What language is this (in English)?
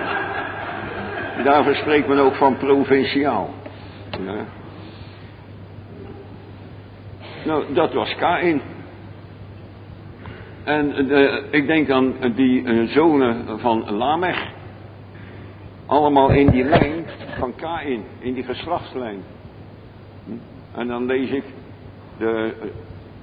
Dutch